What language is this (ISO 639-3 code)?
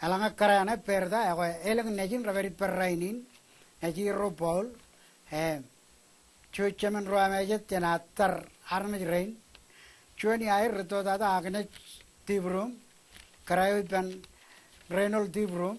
mah